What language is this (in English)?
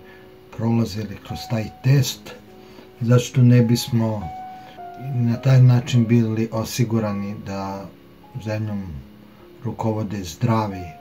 Serbian